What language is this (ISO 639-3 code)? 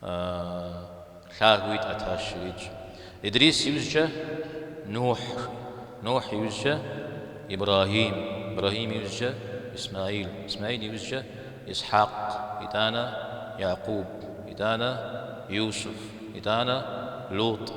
kbd